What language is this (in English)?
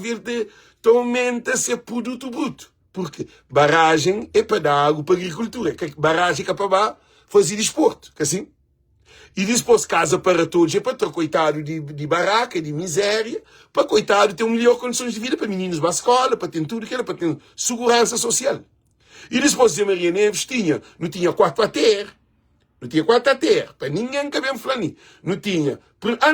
Kabuverdianu